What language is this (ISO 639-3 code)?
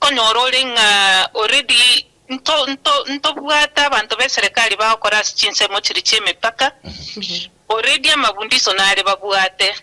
guz